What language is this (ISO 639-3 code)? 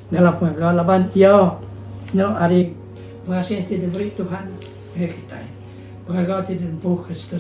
iba